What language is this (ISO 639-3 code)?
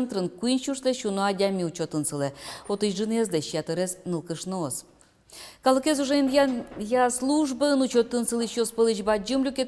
udm